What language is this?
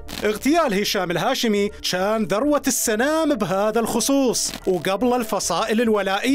Mesopotamian Arabic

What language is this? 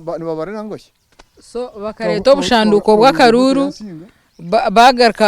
Nyankole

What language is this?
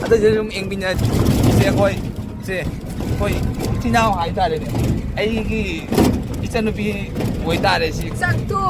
Manipuri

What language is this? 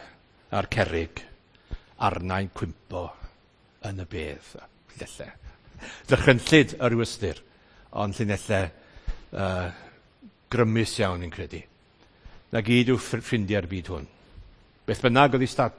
Welsh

